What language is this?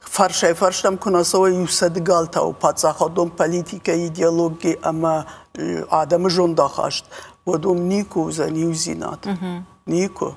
Ossetic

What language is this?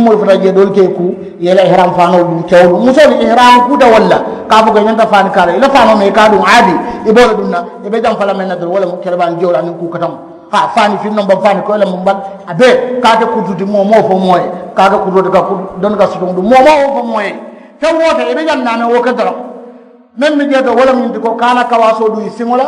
Mandingo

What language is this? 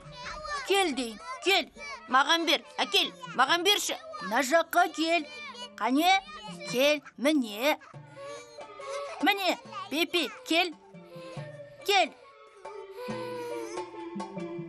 Kazakh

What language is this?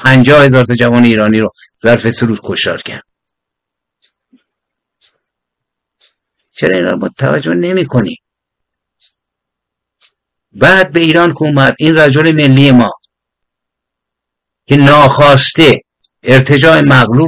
Persian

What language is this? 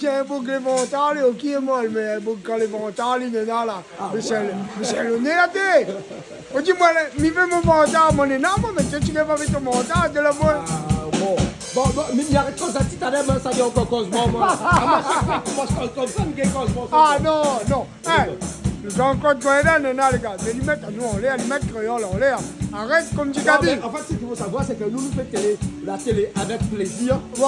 Réunion Creole French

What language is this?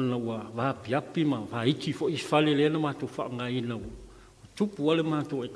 Samoan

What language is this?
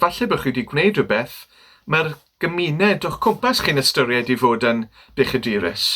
Welsh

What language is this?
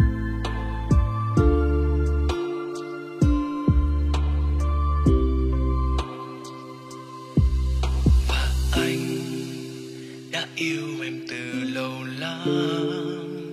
Vietnamese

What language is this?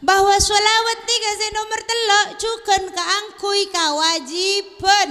Madurese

